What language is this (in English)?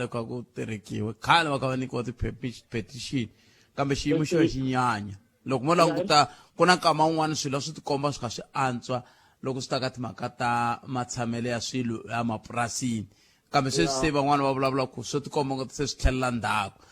Tsonga